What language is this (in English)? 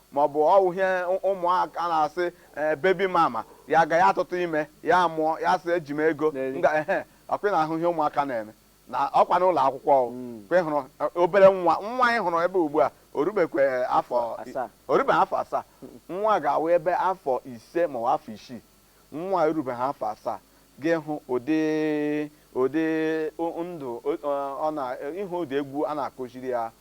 Igbo